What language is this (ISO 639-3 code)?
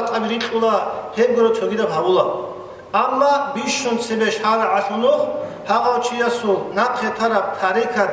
ava